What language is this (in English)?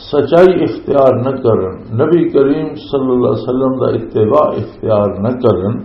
Western Panjabi